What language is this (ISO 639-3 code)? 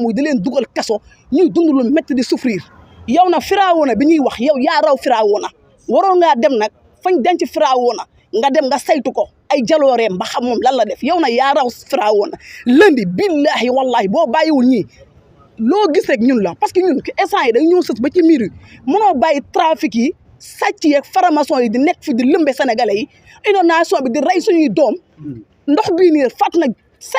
wol